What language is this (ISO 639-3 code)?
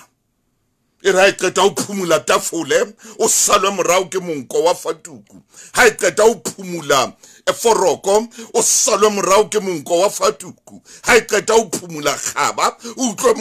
sot